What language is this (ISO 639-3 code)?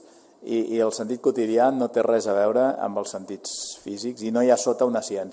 cat